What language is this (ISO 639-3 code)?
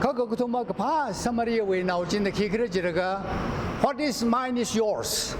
nmf